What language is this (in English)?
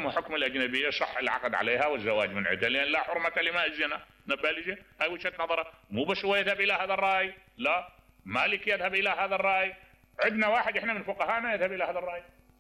Mesopotamian Arabic